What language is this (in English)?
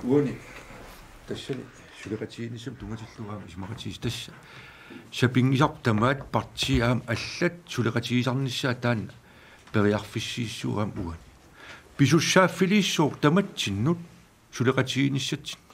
Kalaallisut